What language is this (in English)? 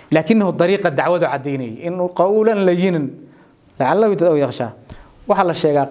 Somali